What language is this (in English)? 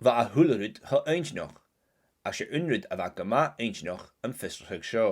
Scottish Gaelic